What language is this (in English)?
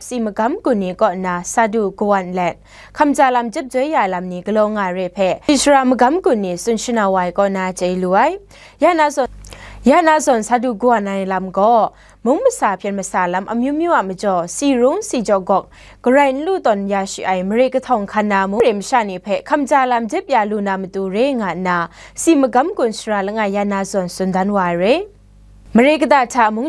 Kachin